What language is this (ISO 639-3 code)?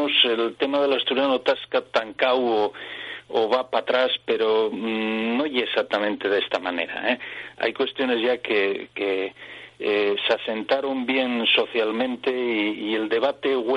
ast